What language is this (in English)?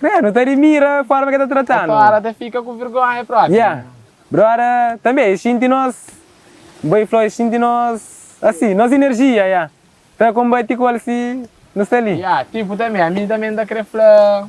Kabuverdianu